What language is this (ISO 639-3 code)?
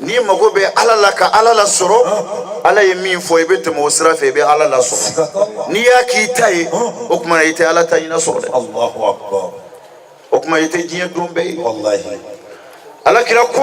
bam